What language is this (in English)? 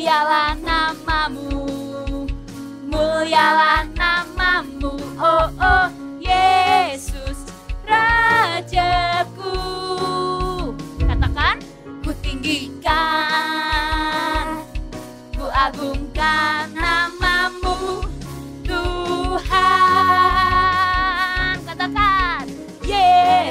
Indonesian